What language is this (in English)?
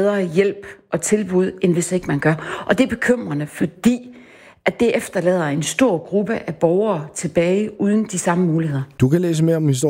Danish